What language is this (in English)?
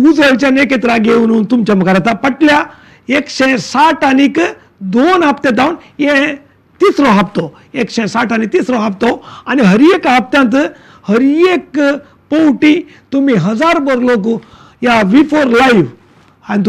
Konkani